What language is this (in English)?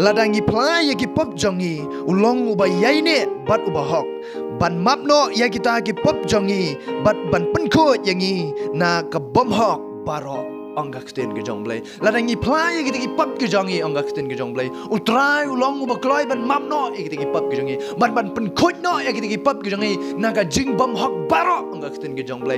Khasi